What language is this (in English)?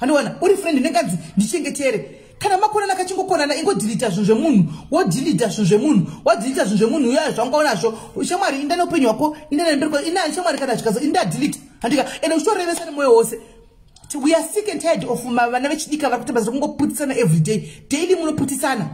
Shona